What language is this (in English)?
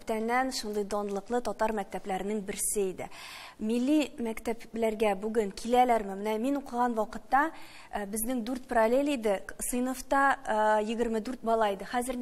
Tatar